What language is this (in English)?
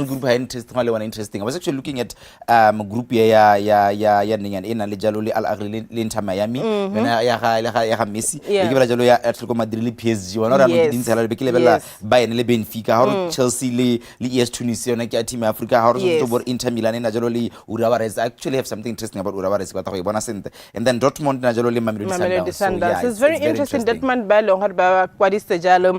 Tswana